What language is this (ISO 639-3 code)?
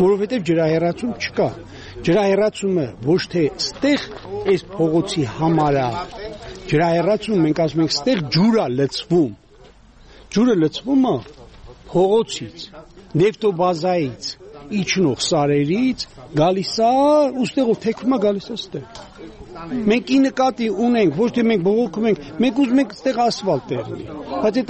hye